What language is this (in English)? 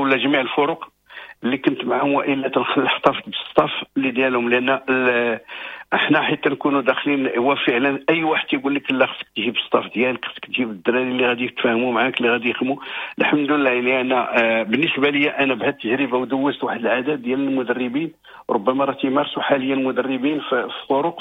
Moroccan Arabic